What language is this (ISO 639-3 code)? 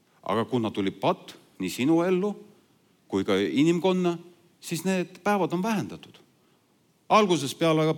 est